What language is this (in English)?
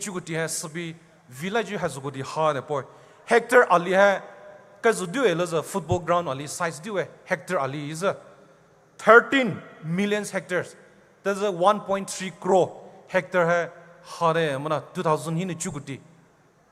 Poumei Naga